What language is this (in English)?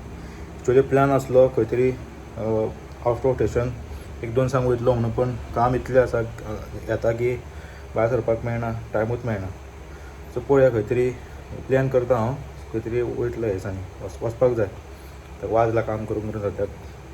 Konkani